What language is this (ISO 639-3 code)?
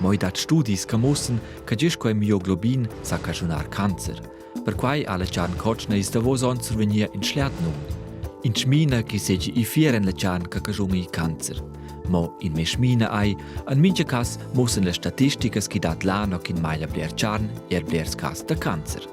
roh